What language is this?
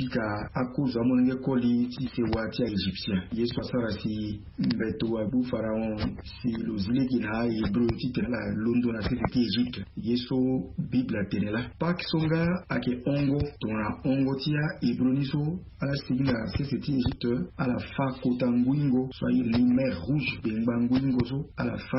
Sango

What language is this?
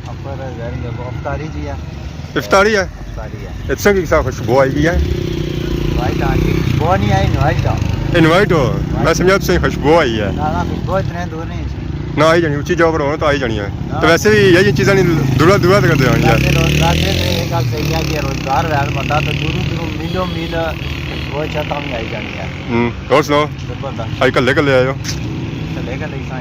Pahari-Potwari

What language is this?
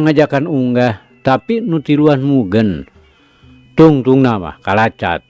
Sundanese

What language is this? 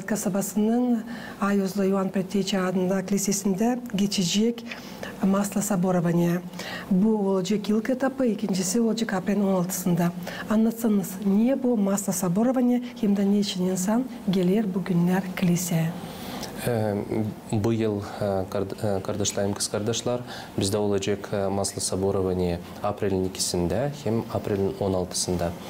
Gagauz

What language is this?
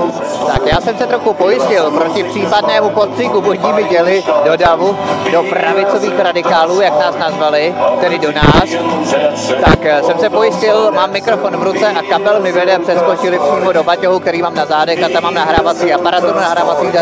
Czech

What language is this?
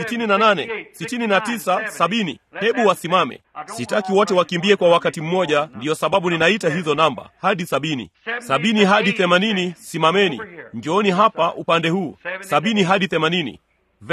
Swahili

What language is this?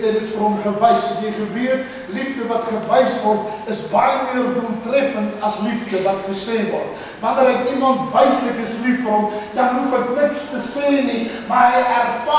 Afrikaans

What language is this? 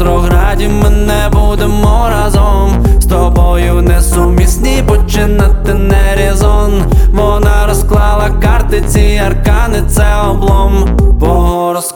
Ukrainian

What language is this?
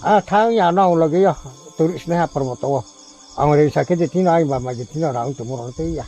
Riang (India)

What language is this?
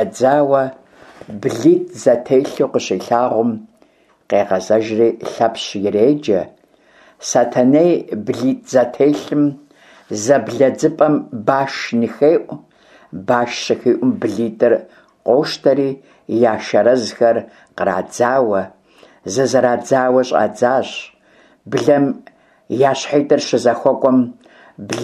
Kabardian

